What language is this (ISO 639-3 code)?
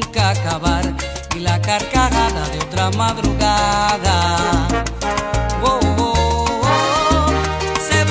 spa